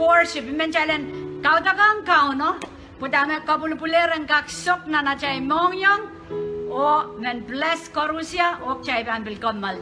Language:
Pohnpeian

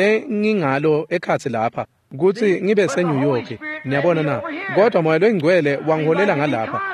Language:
Swati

